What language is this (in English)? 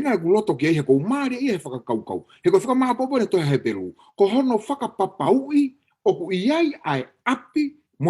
Tongan